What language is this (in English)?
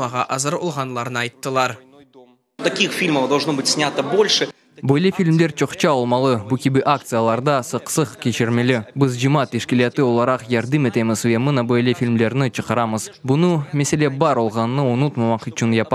Crimean Tatar